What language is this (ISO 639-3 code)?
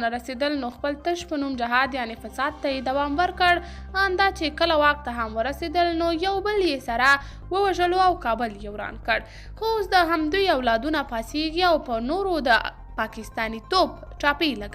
pus